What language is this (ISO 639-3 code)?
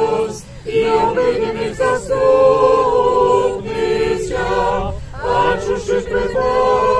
rue